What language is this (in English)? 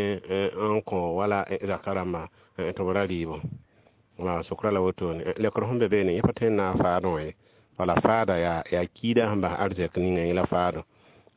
Mossi